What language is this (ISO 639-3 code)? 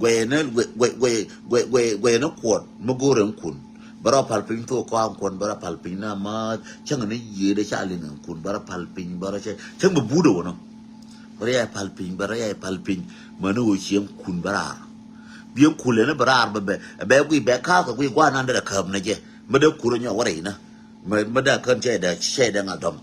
nus